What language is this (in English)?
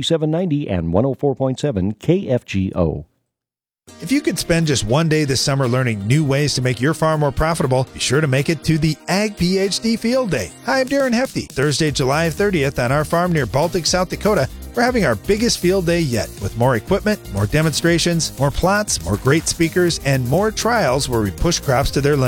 English